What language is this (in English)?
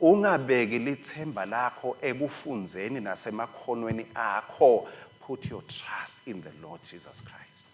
Swati